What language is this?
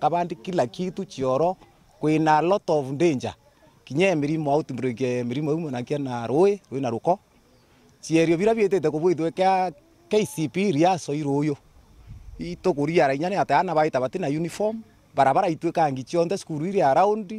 Meru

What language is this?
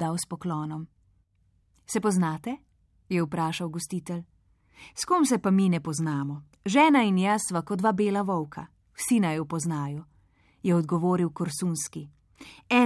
Slovenian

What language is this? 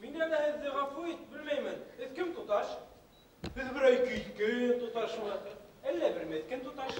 Bashkir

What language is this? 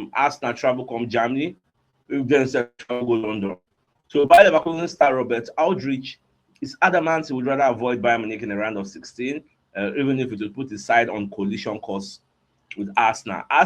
Nigerian Pidgin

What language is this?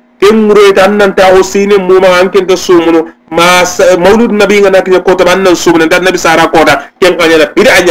Soninke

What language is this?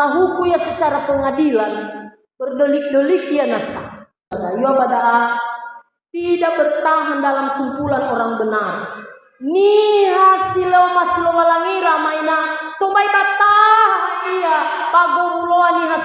Nias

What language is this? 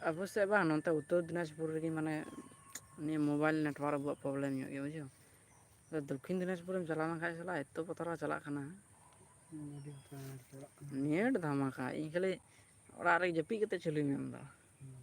Santali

